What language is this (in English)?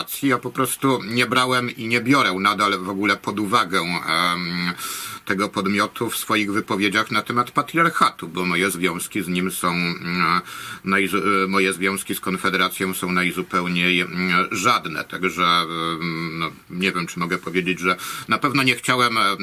Polish